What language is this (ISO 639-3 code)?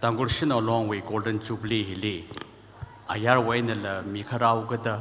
nmf